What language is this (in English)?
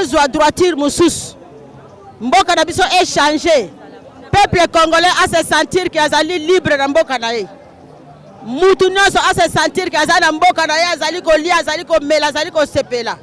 Lingala